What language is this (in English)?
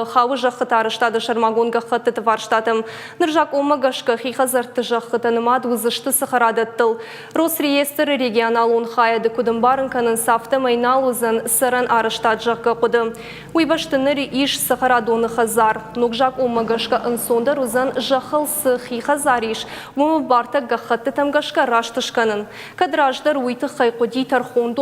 Ossetic